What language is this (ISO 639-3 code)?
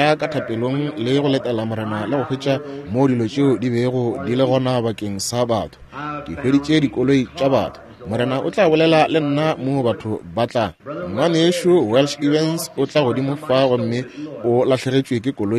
nso